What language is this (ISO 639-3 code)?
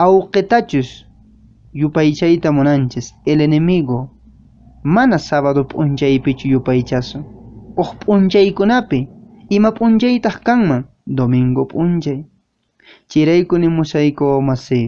que